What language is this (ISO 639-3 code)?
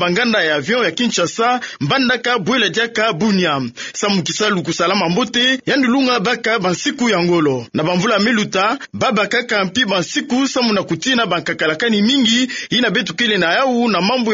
ktu